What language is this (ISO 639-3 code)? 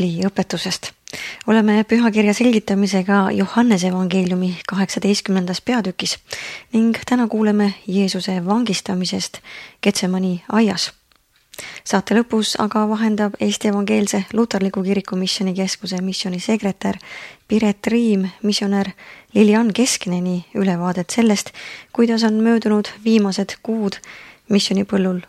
est